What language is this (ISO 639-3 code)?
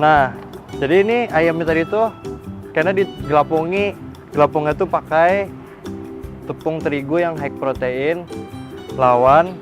bjn